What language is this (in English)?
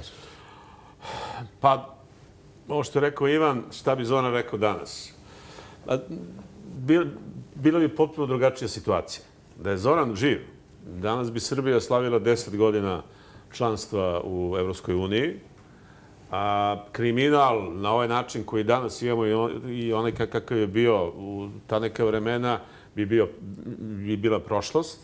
Serbian